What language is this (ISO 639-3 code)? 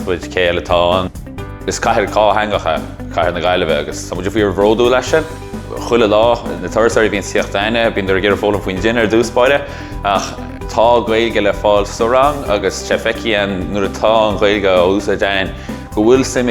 gle